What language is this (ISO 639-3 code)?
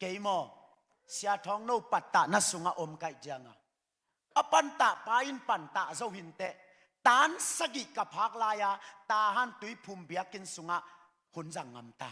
ctd